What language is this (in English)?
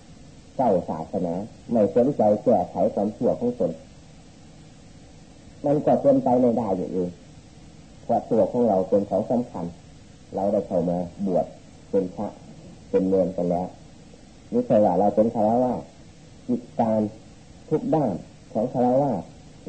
Thai